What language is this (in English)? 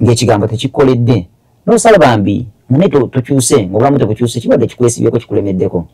Ganda